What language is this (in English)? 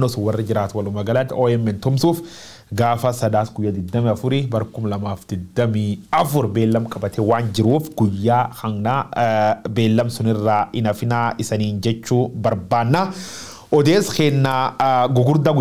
Oromo